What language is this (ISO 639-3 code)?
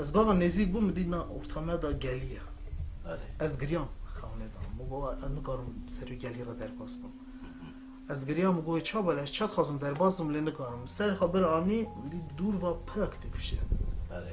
kur